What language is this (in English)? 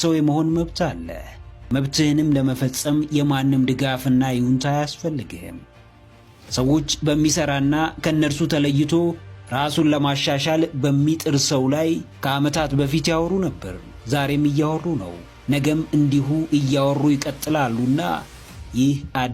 Amharic